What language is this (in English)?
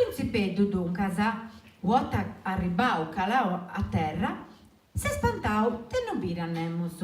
Sardinian